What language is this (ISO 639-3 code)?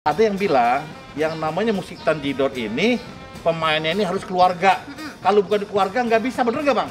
bew